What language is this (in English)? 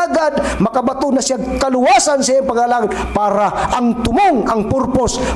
Cebuano